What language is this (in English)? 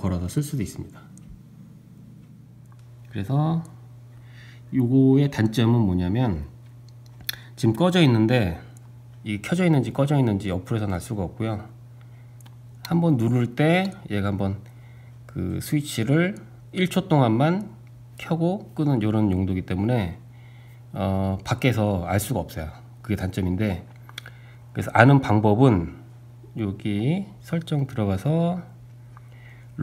Korean